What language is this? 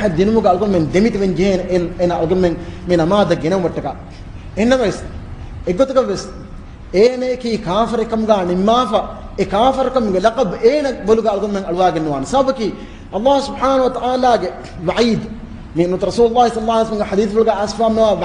Divehi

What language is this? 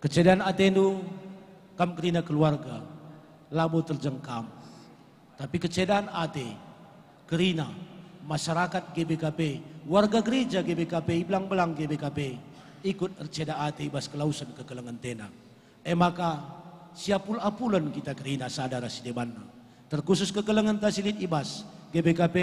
Batak Karo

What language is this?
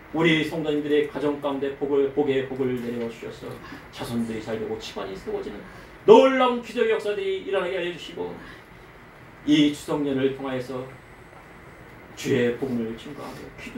Korean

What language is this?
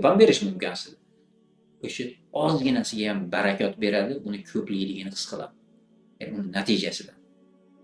Uzbek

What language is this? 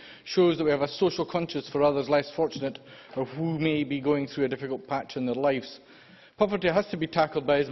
English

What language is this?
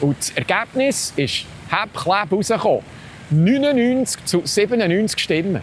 Swiss German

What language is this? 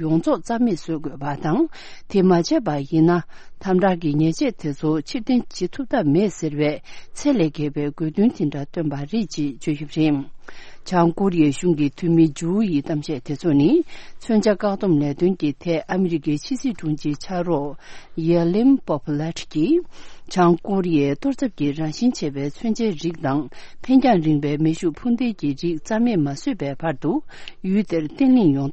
Tibetan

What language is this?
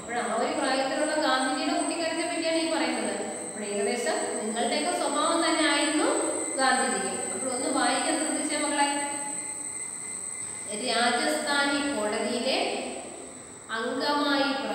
Malayalam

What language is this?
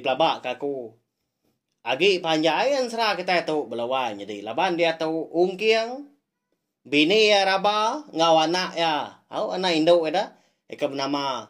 Iban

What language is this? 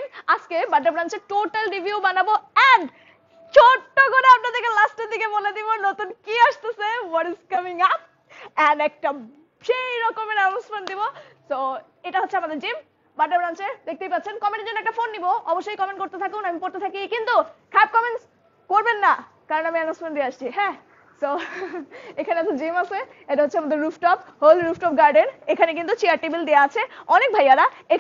Bangla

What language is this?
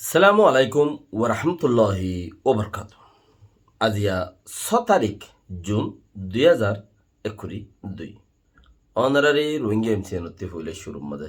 Rohingya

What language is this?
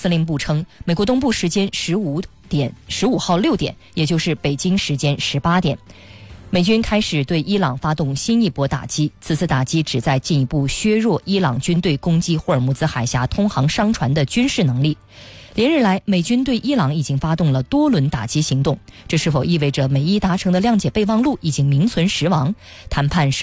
Chinese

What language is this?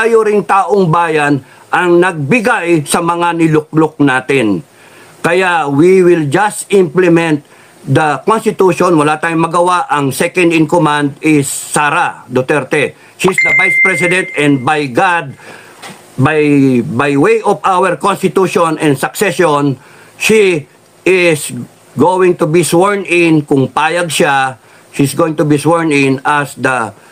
Filipino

